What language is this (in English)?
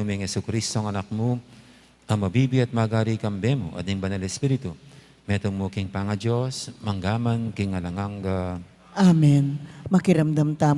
Pampanga